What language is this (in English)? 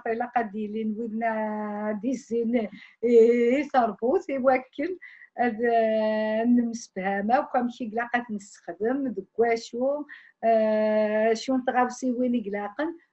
Kabyle